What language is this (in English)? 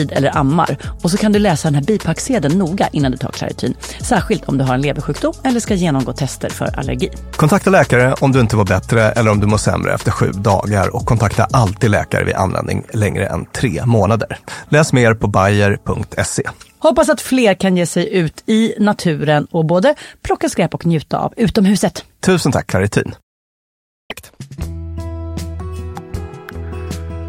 Swedish